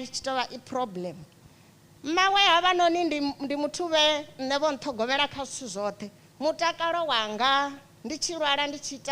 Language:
Venda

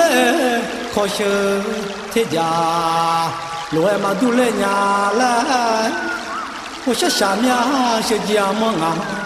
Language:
Akha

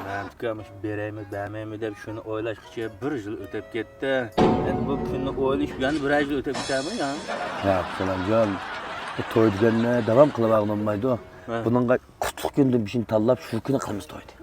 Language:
Uyghur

